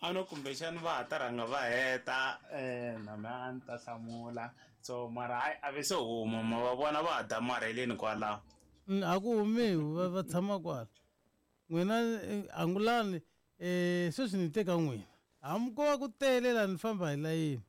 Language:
Tsonga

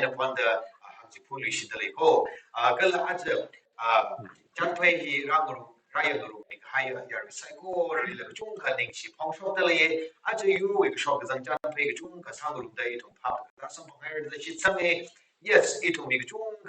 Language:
Tangkhul Naga (India)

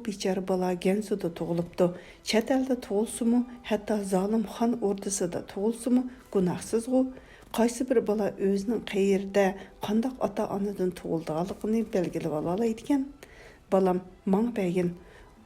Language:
Uyghur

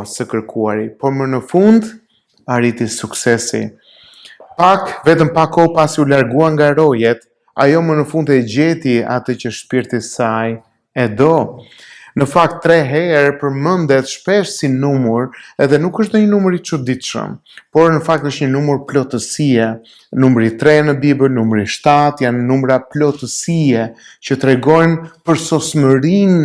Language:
Albanian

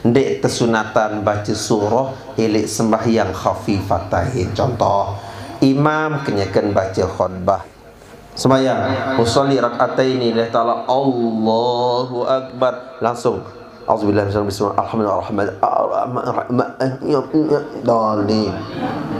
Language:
Sasak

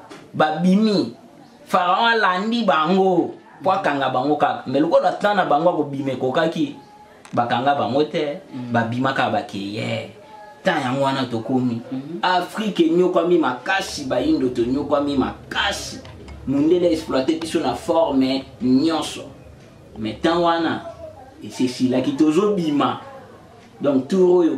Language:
Lingala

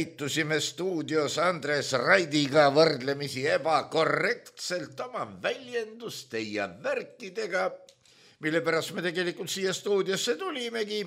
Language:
Estonian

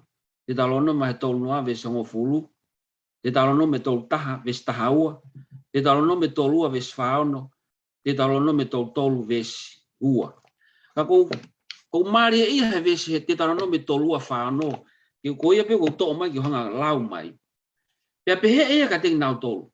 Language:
Tongan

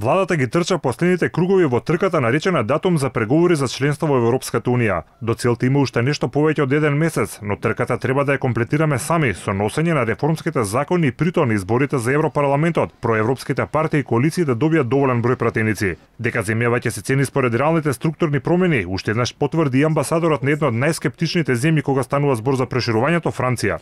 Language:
Macedonian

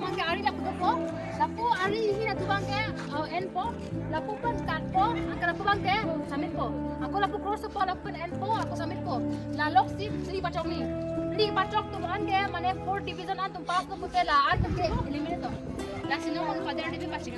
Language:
Karbi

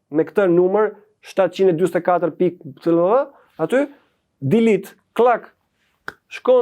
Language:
Albanian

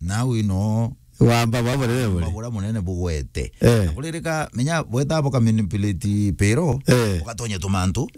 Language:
Meru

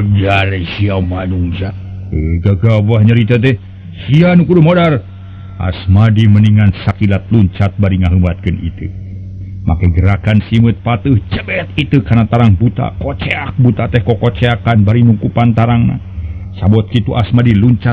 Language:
Sundanese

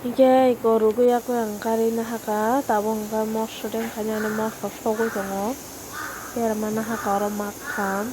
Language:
Kok Borok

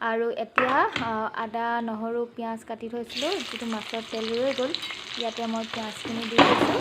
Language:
Assamese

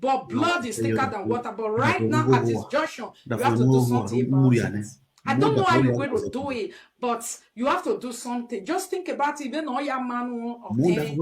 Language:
Nigerian Pidgin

